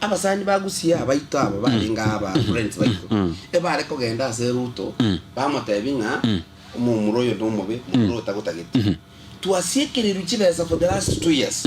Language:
Gusii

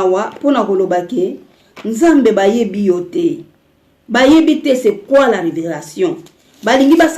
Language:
Lingala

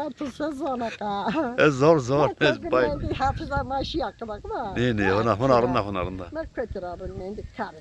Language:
Zaza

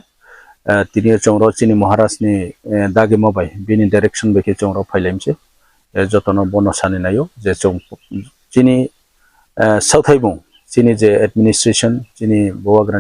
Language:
Riang (India)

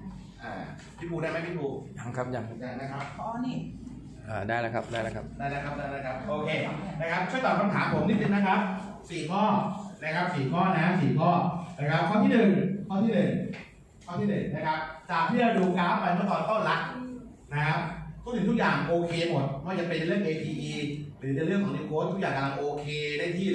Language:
Thai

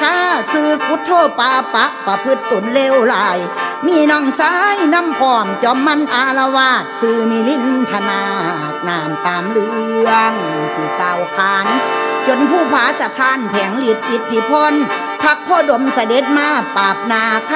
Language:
Thai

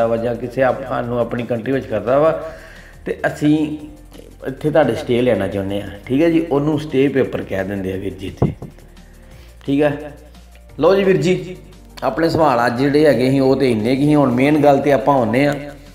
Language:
Punjabi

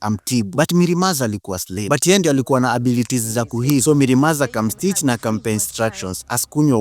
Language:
Swahili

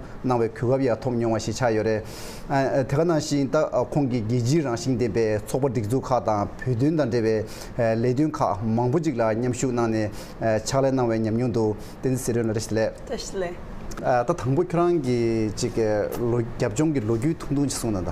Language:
Tibetan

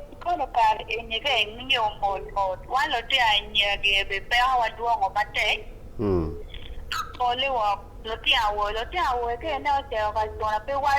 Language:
Acoli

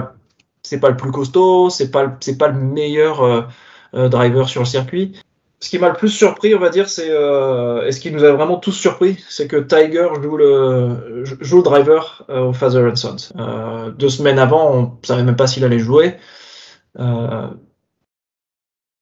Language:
French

